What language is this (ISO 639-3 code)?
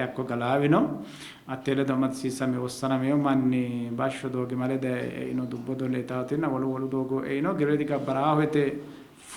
sid